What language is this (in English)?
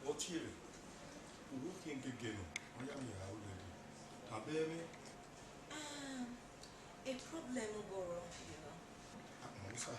Bini